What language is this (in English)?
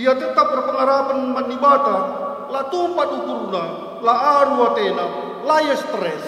Batak Karo